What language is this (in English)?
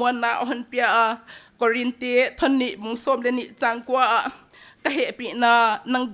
Paite Chin